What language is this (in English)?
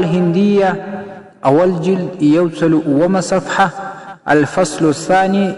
Pashto